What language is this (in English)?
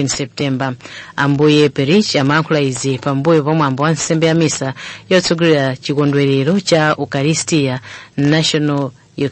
Nyanja